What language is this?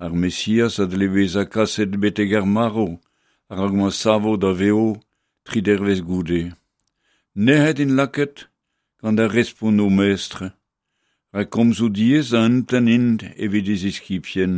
Breton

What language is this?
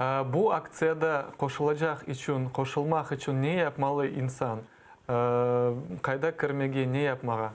Crimean Tatar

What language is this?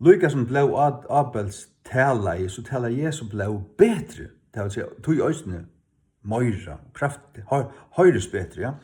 Faroese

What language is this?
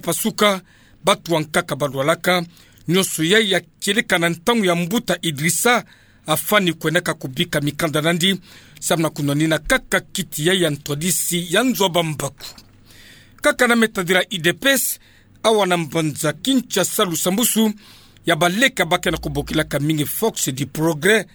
Kituba (Democratic Republic of Congo)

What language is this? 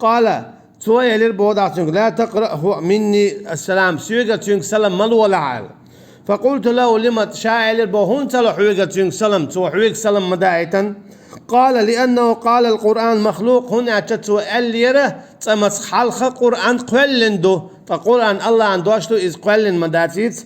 Chechen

